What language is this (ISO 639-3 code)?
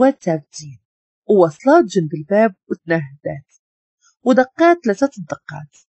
ary